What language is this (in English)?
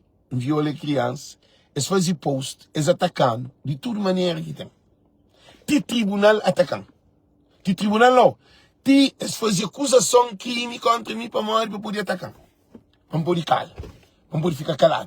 Kabuverdianu